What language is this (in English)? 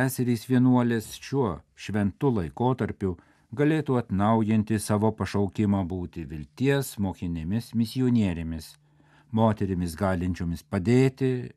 Lithuanian